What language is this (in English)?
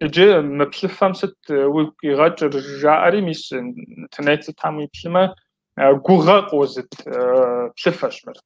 Kabardian